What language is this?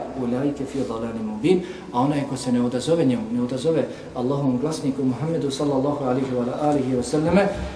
Bosnian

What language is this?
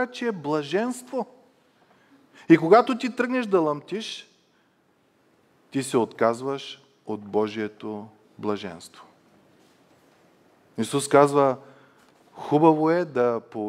Bulgarian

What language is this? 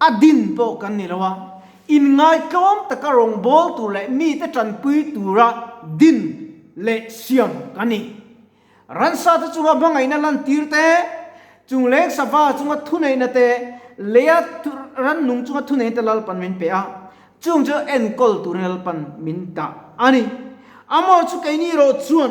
Mizo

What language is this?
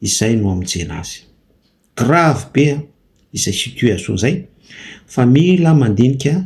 Malagasy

